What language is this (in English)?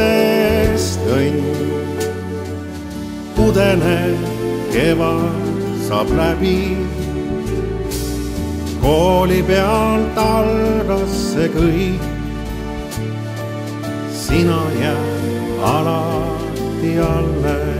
Estonian